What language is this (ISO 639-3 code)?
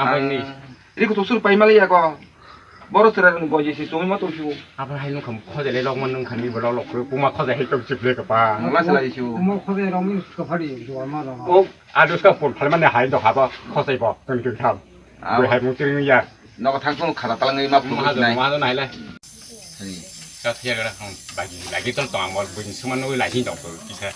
trp